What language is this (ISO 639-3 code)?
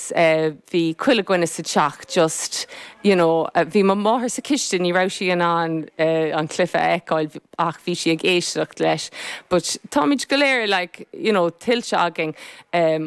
gle